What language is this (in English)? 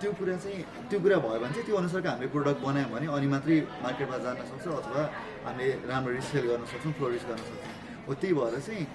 Nepali